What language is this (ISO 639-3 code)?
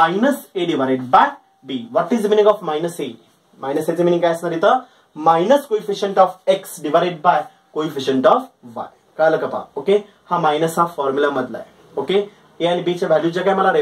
mar